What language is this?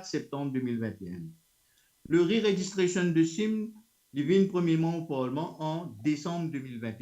Morisyen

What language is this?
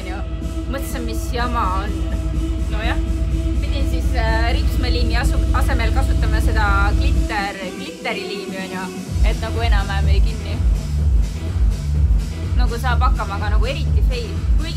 Estonian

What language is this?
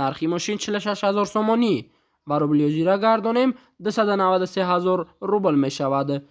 Tajik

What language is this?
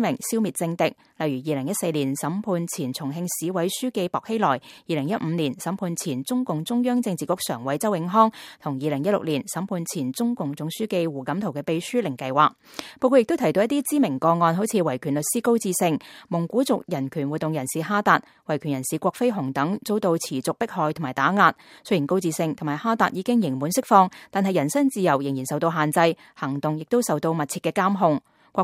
Cantonese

